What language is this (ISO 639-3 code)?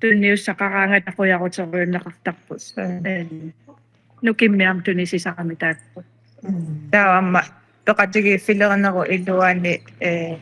kal